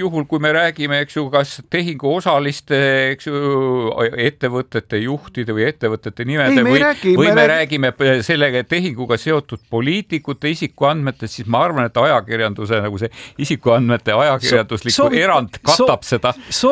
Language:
Estonian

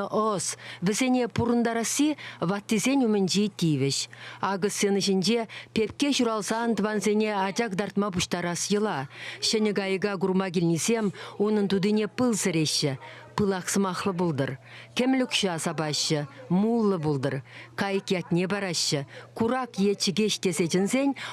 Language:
Chuvash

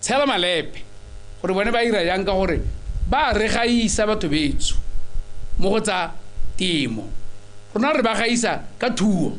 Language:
Tswana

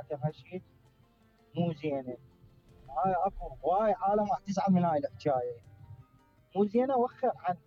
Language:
Mesopotamian Arabic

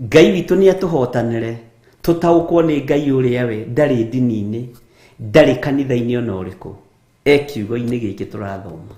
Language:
Kikuyu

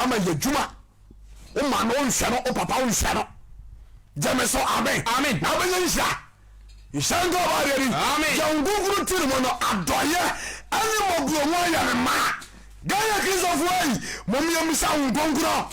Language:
Akan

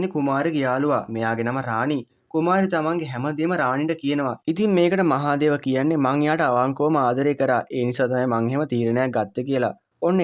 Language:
Sinhala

